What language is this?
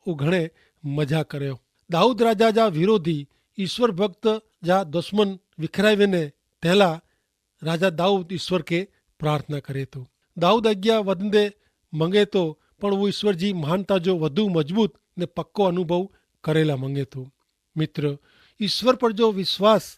Kachhi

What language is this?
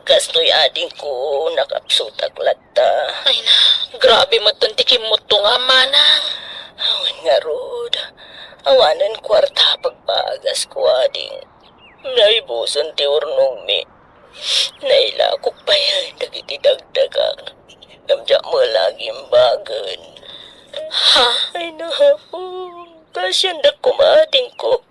Iloko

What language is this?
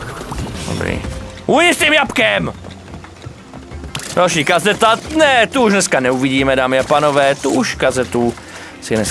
Czech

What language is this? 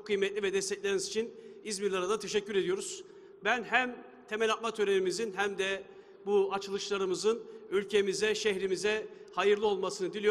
Turkish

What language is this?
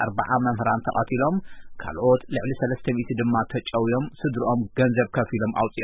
Tigrinya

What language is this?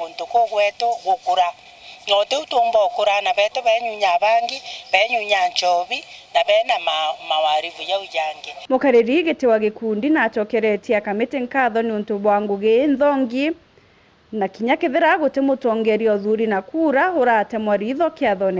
Meru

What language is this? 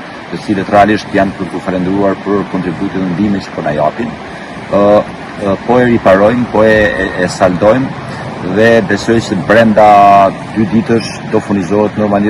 Albanian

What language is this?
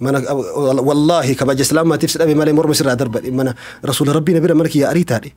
Oromo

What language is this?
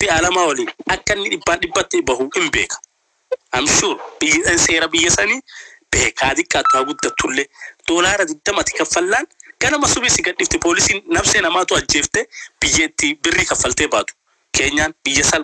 Oromo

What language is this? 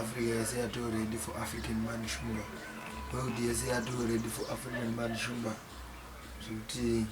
Shona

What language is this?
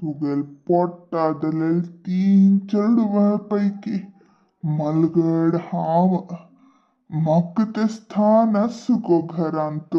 Konkani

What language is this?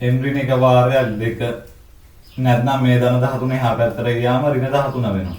Sinhala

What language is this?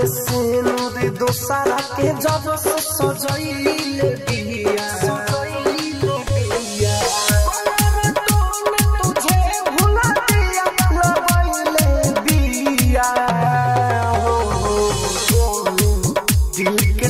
Bhojpuri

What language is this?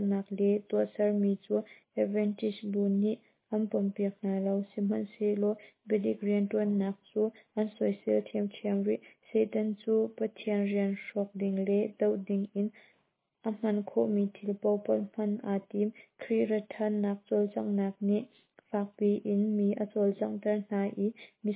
Hakha Chin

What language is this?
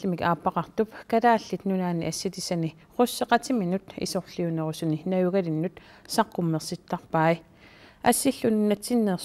Kalaallisut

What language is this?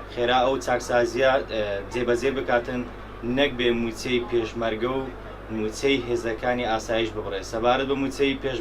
Central Kurdish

